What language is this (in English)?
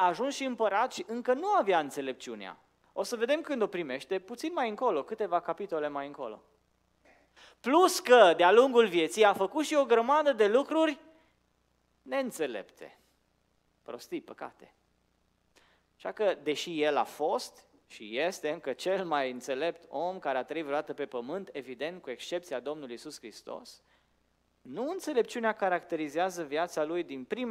Romanian